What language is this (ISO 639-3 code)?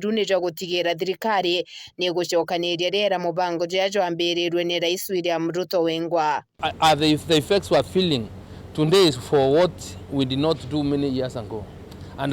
mer